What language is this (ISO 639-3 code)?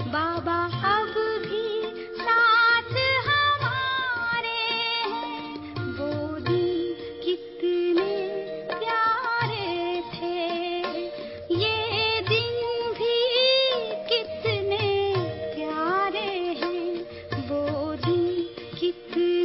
hin